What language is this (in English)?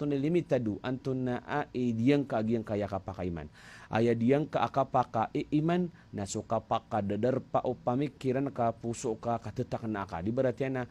Maranao